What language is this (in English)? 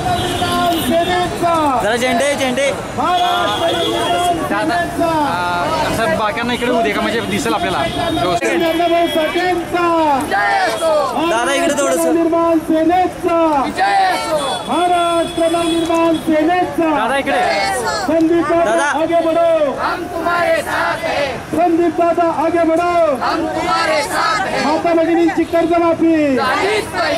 Marathi